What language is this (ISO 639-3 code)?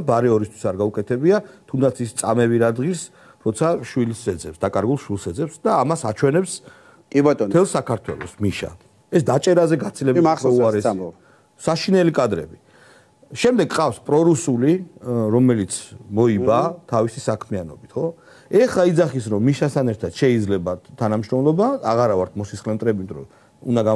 kat